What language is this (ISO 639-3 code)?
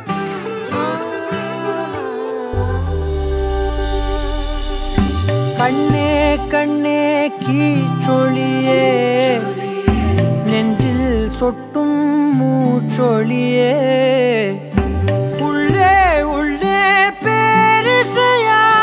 tam